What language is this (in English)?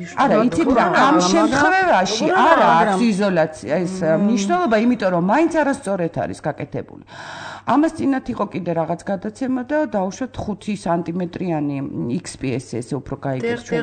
Georgian